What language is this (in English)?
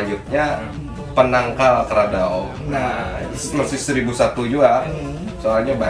Banjar